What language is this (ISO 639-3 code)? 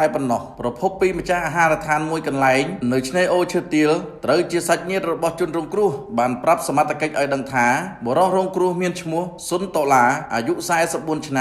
khm